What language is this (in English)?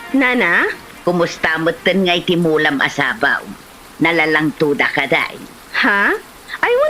Iloko